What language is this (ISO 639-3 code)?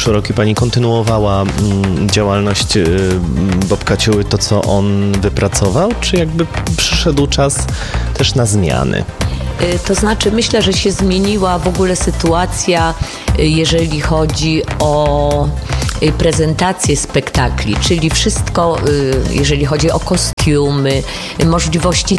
pol